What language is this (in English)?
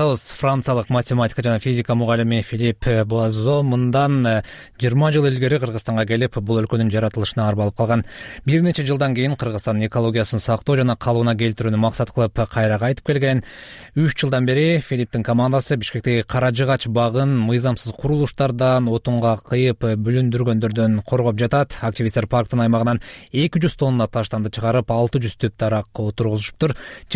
Kyrgyz